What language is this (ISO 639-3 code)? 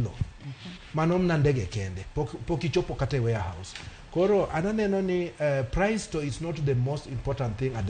luo